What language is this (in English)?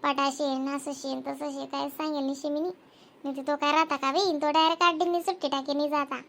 Khandesi